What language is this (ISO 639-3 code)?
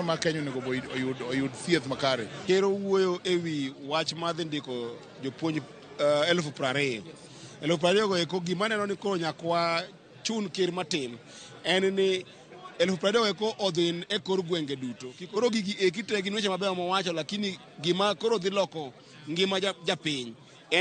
luo